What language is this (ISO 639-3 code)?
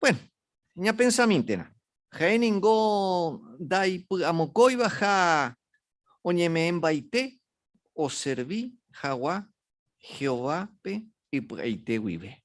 grn